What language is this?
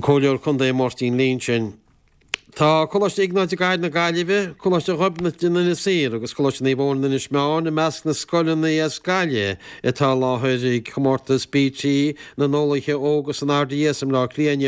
Irish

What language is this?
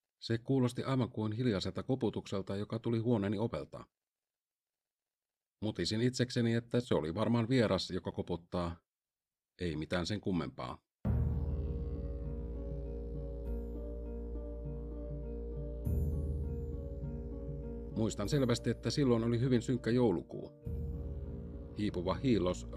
Finnish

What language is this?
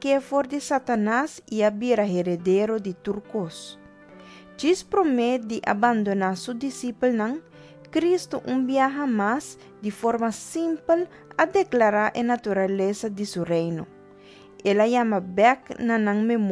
Papiamento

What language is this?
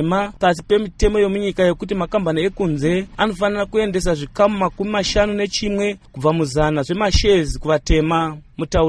Shona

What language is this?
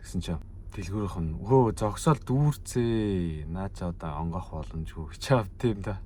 Mongolian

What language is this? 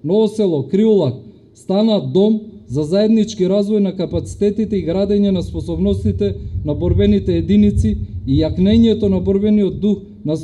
Macedonian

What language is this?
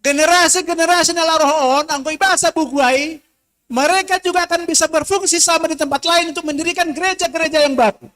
Batak Simalungun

